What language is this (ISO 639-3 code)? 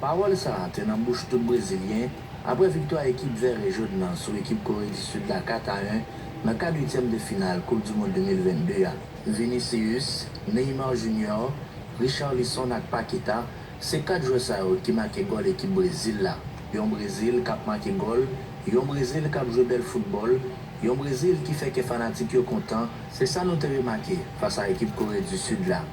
hat